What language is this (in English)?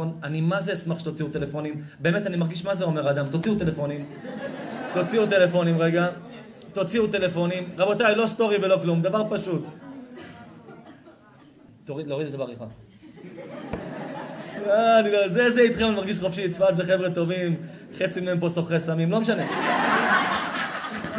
Hebrew